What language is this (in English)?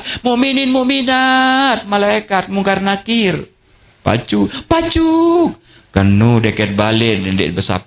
Sasak